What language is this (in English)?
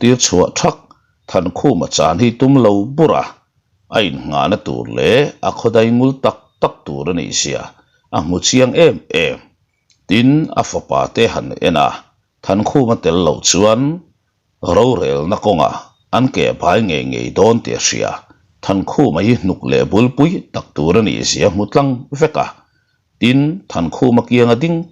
Mizo